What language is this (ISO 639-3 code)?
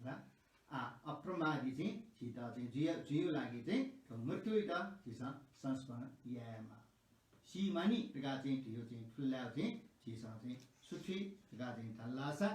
new